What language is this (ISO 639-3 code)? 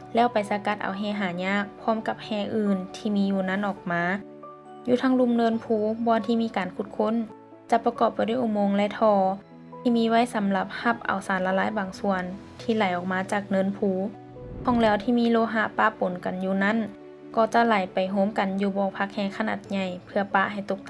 lao